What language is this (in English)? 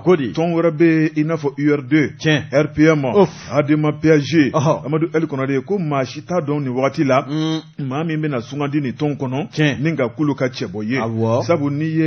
Bambara